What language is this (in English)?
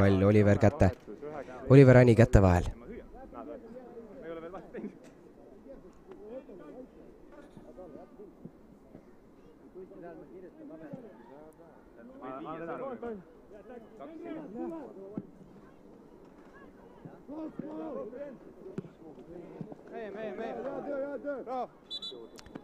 Estonian